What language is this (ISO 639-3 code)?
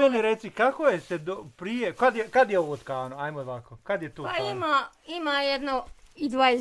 bos